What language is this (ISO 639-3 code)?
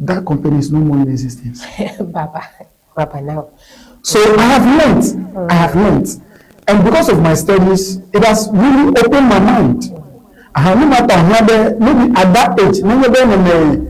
ewe